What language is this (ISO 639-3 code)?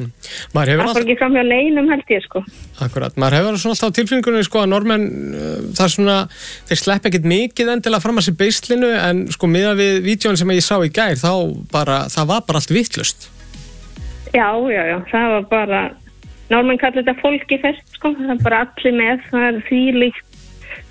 isl